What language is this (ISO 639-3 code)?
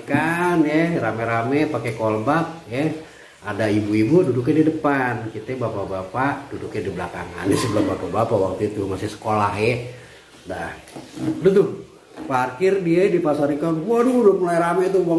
bew